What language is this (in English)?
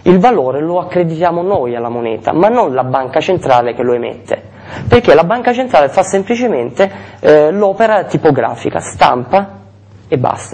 Italian